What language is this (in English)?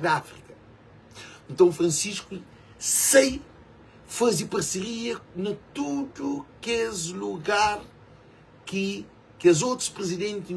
Kabuverdianu